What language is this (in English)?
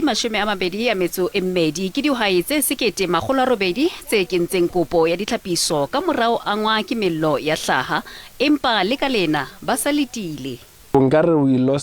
Southern Sotho